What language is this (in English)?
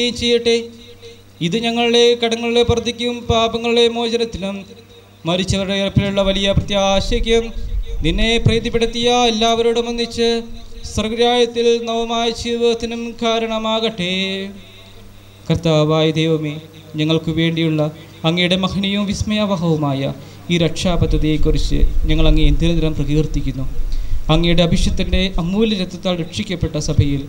Malayalam